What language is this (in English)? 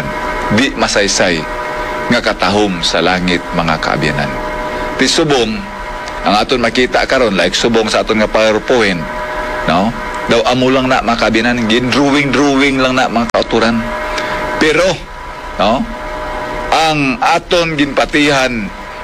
Hiligaynon